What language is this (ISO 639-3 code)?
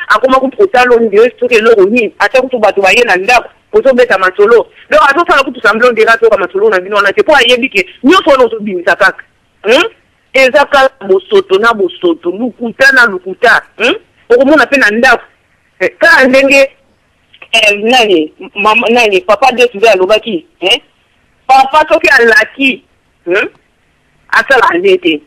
lin